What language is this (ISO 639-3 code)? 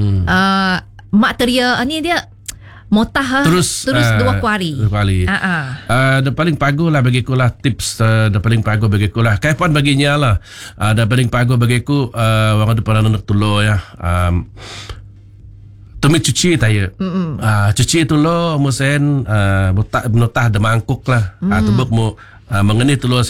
msa